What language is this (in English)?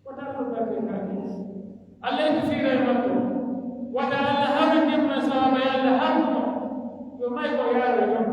Pular